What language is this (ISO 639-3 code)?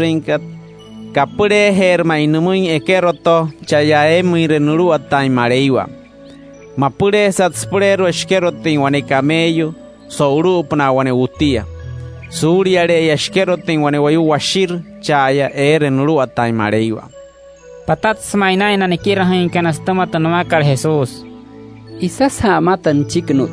guc